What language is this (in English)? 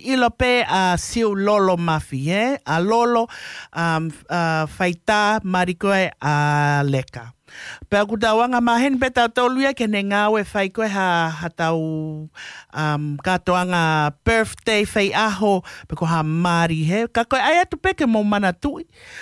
Tongan